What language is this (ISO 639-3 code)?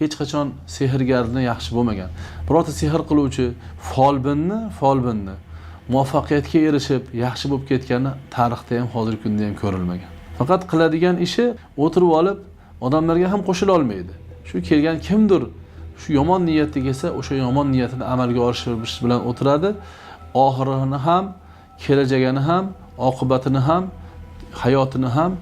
uzb